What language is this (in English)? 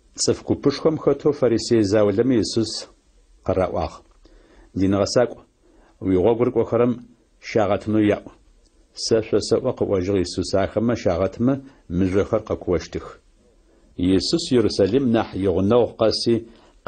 Adyghe